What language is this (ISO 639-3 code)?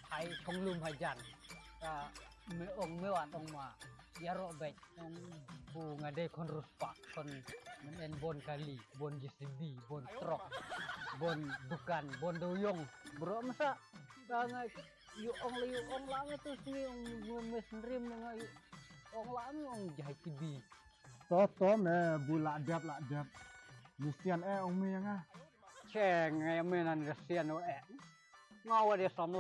kha